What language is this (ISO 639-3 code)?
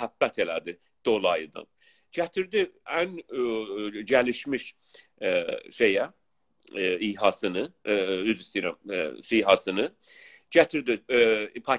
azb